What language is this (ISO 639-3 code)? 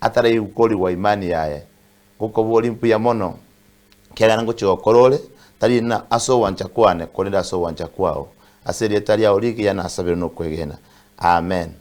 guz